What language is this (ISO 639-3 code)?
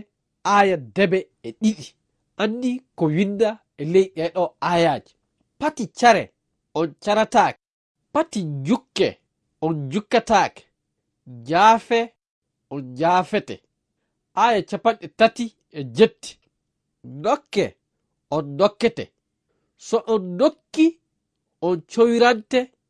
ful